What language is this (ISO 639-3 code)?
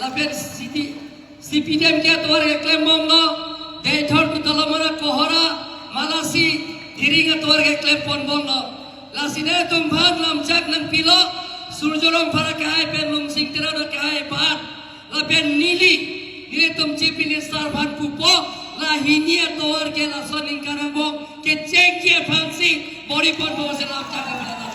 mjw